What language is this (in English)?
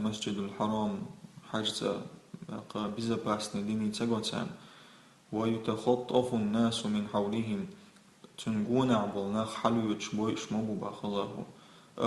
Chechen